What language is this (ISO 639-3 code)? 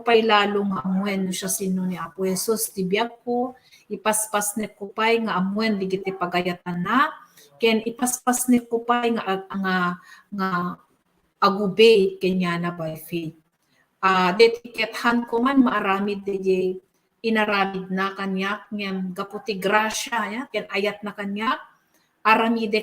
ilo